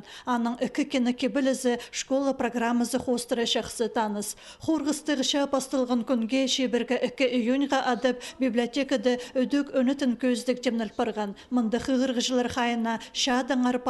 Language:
Khakas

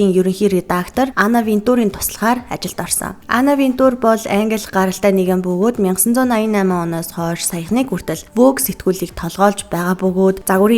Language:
Mongolian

